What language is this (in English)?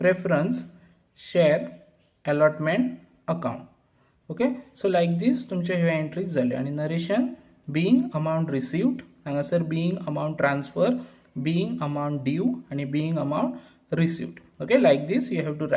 Konkani